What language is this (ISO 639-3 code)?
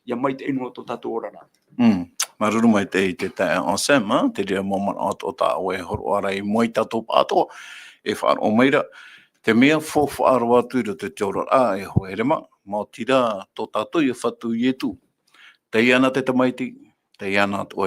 tah